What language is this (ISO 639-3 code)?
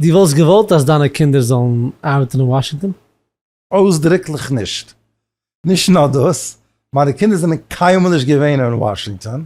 yid